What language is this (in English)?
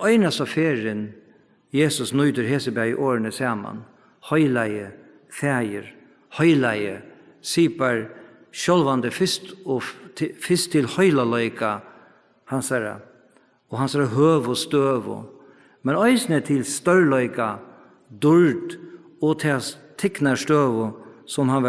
Faroese